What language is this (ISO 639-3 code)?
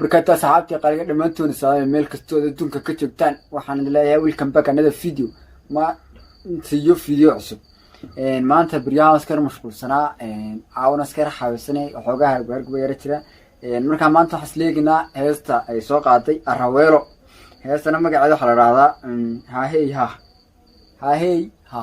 som